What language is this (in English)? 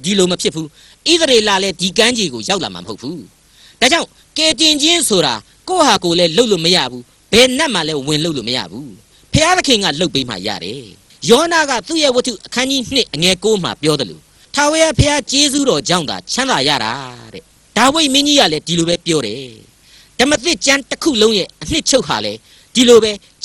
Burmese